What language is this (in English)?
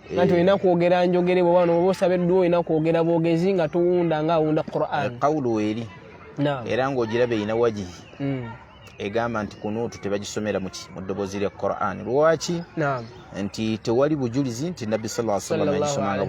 Ganda